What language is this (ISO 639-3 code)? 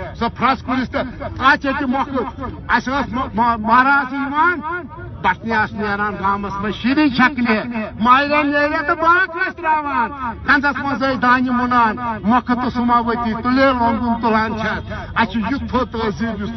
kas